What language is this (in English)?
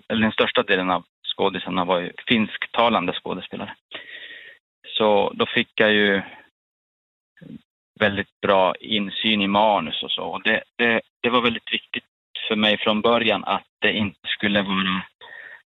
Swedish